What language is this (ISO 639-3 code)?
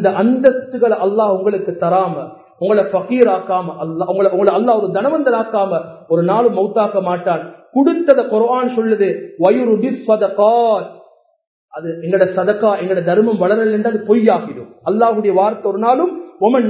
tam